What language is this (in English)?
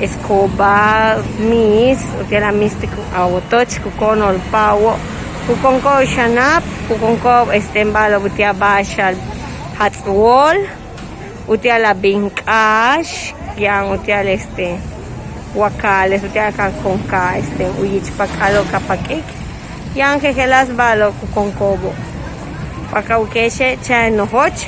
Yucateco